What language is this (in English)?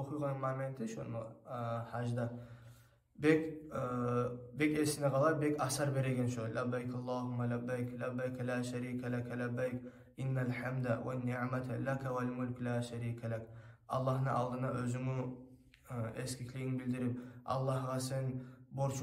Kumyk